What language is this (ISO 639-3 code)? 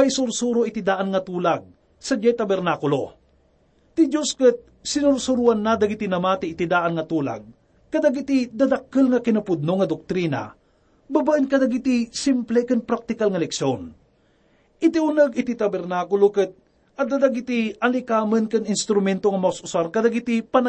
ilo